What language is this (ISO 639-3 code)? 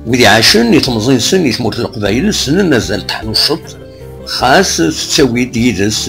kab